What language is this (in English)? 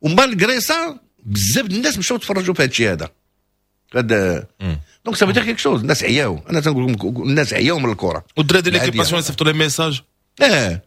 Moroccan Arabic